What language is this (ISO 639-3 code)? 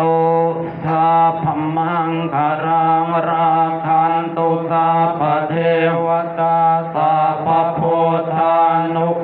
pli